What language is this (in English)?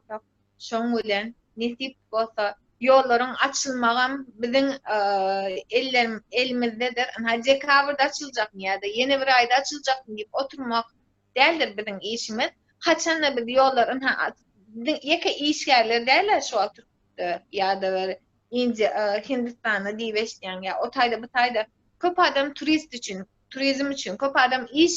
Turkmen